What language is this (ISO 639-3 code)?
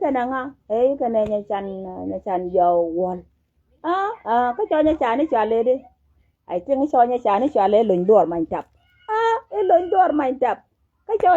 nus